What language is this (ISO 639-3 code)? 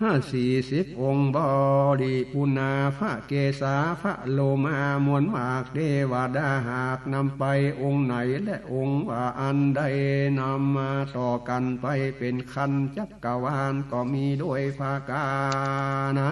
nod